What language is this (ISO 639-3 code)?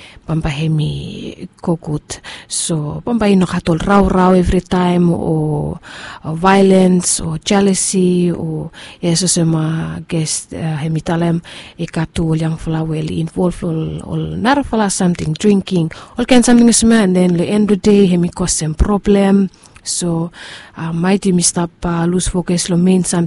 bis